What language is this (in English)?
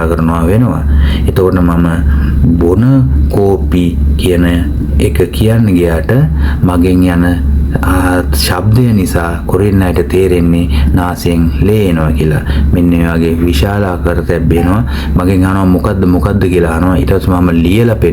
Sinhala